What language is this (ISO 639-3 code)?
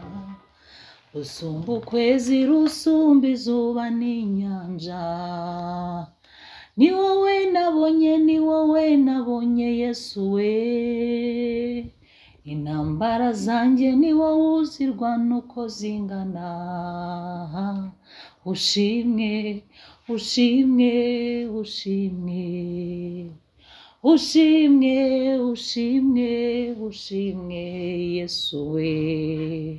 kin